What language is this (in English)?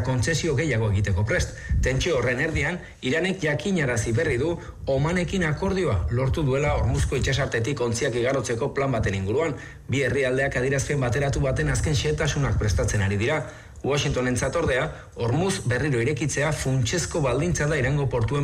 Basque